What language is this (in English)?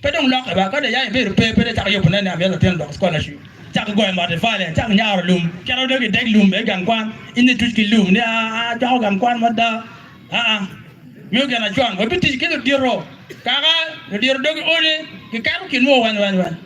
Acoli